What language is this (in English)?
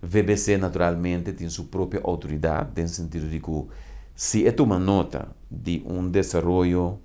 Papiamento